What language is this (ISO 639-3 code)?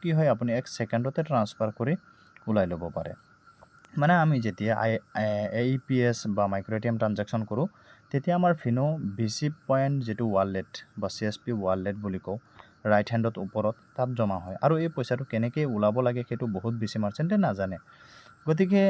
asm